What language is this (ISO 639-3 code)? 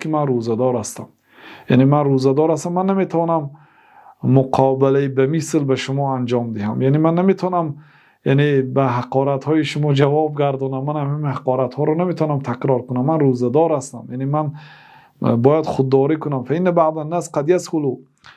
tgk